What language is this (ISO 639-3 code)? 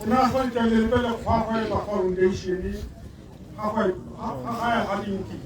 tsn